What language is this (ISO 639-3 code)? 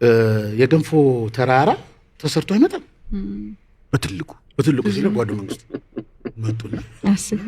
amh